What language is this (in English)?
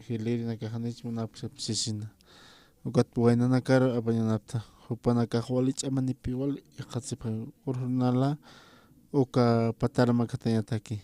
Aymara